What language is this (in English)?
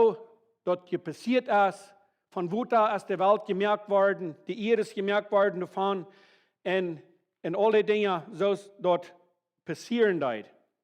Plautdietsch